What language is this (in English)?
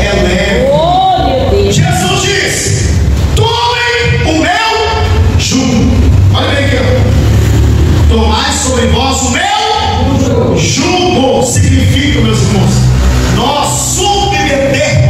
Portuguese